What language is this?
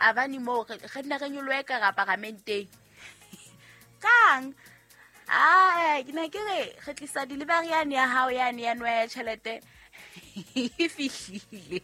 Southern Sotho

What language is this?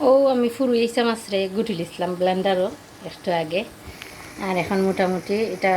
Sylheti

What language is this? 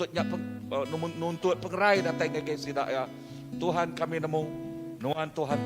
Iban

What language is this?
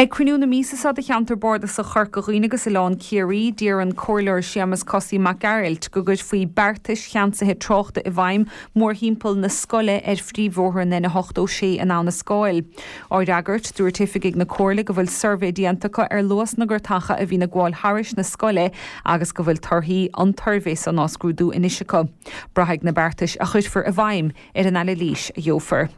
Irish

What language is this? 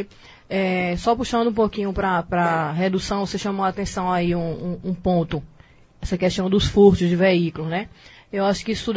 Portuguese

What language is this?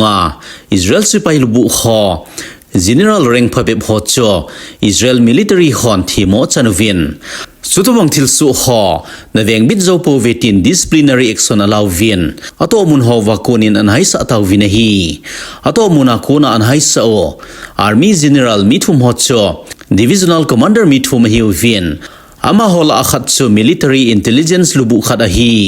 Thado Chin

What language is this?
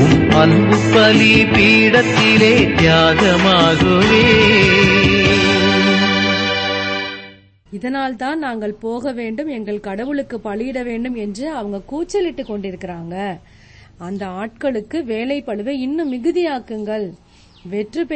Tamil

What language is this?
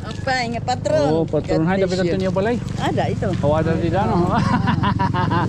Waray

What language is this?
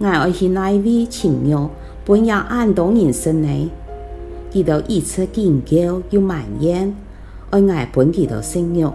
Hakka Chinese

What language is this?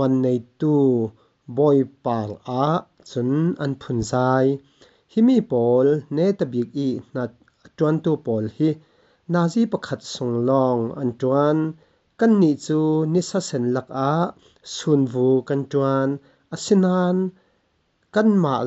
Falam Chin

